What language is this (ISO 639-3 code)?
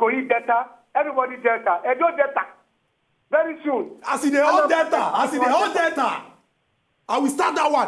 pcm